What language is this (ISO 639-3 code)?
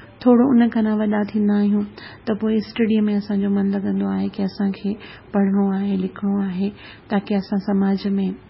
snd